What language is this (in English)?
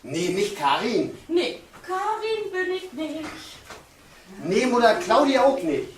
Low German